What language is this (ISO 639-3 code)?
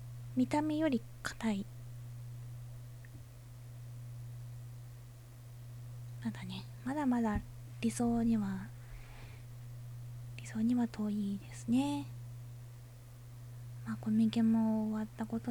jpn